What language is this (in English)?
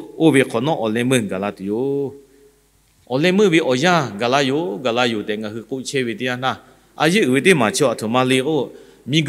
Lahu